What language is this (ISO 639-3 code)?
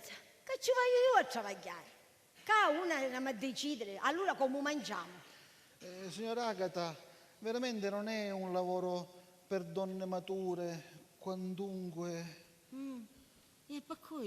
scn